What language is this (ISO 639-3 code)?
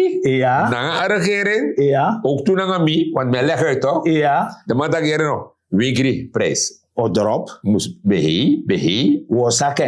srn